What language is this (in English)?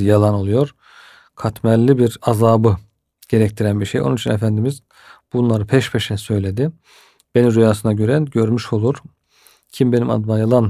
Turkish